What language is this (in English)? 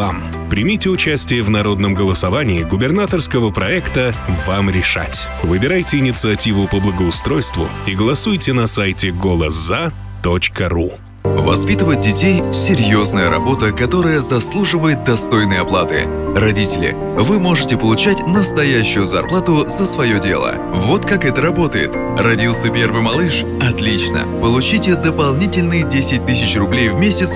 Russian